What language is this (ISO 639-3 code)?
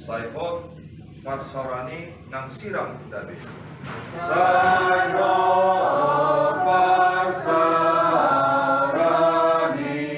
bbc